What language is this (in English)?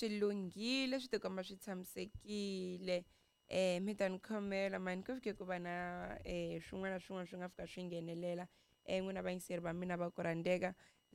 Tsonga